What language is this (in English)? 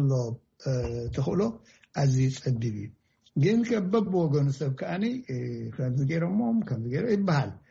Tigrinya